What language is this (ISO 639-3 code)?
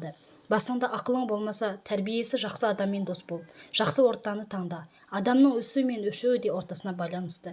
kaz